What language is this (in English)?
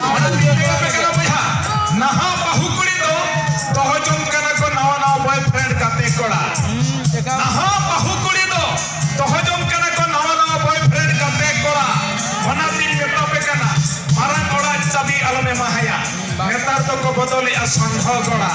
Santali